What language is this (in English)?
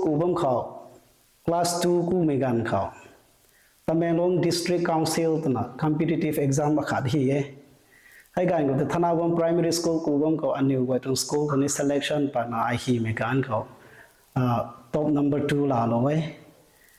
Rongmei Naga